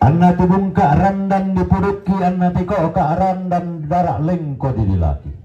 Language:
Toraja-Sa'dan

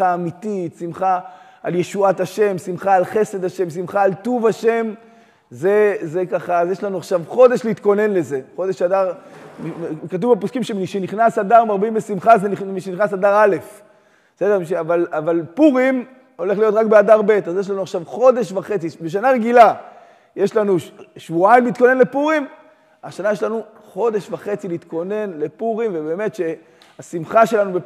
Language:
Hebrew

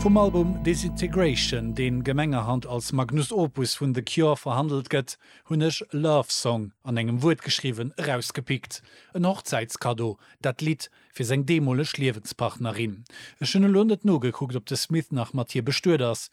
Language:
Luxembourgish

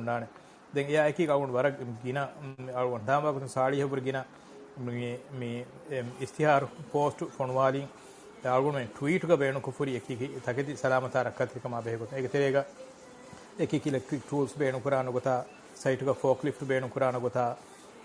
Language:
Divehi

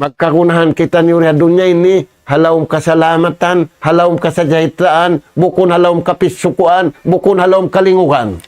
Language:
Tausug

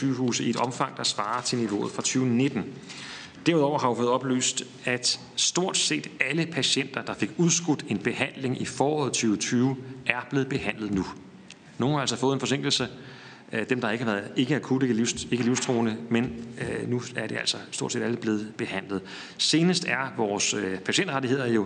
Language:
Danish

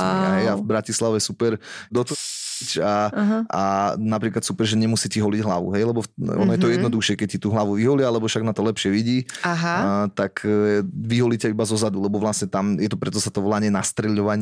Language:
Slovak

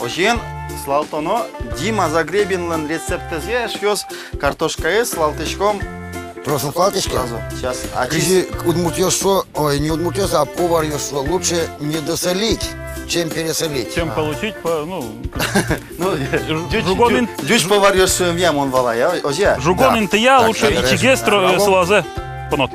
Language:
Udmurt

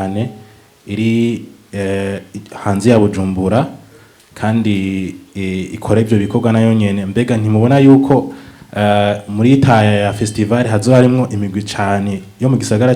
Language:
Rundi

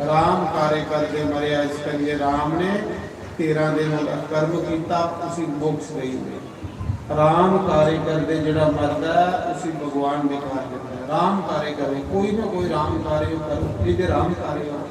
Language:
Dogri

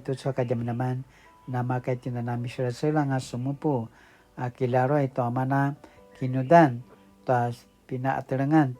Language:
Paiwan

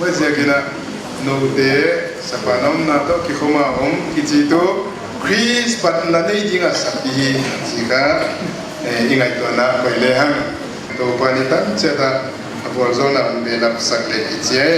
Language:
Paite Chin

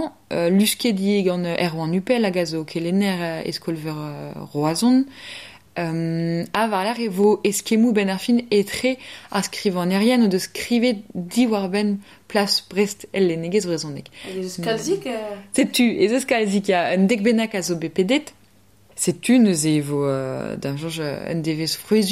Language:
Breton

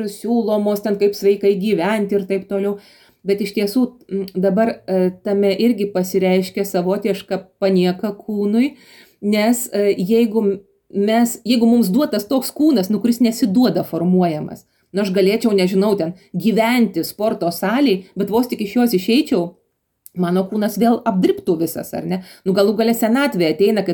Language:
Lithuanian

